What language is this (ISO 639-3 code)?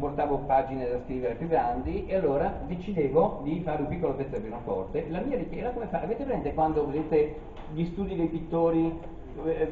ita